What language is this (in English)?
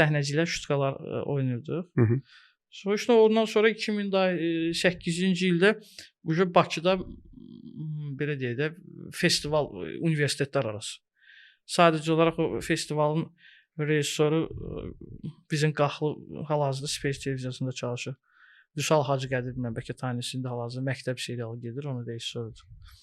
Azerbaijani